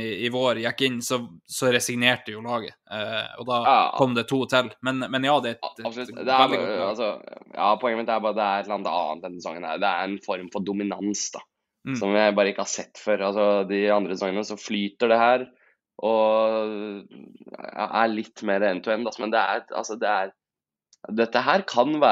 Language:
Norwegian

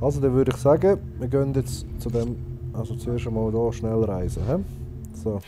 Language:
Swiss German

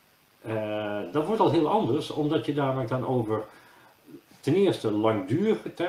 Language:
Dutch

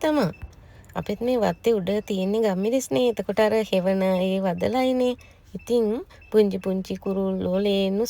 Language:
Sinhala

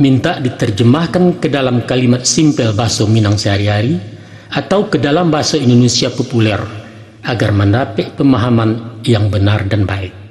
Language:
Minangkabau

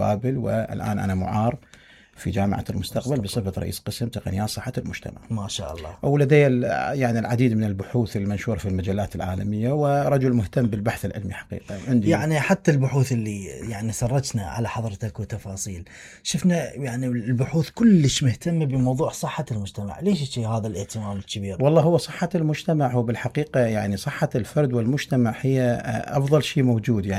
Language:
Mesopotamian Arabic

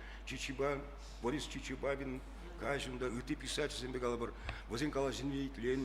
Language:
Chuvash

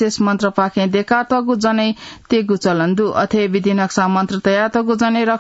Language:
Newari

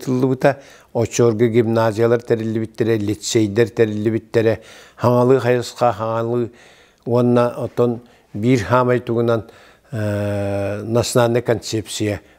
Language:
Yakut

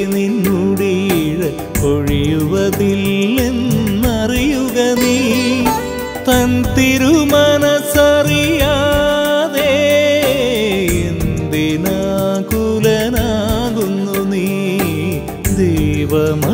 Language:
Malayalam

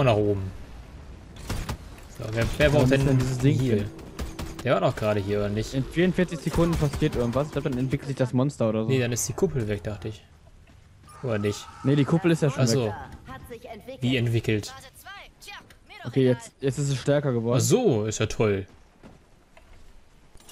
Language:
German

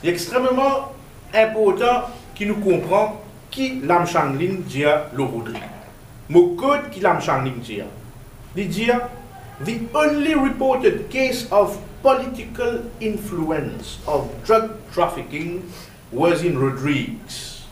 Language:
Morisyen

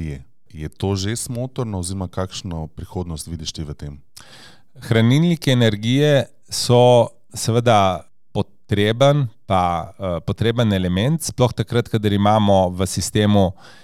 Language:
Slovenian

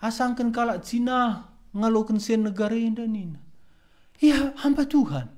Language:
Batak Karo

